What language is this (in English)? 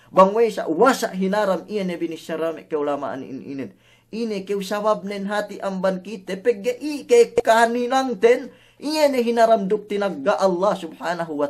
Yakan